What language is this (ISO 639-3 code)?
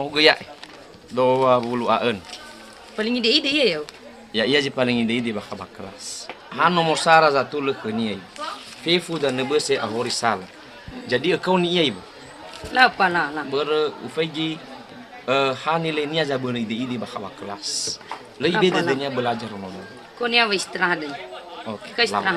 nia